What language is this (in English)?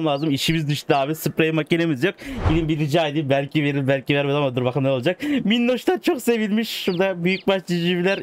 Turkish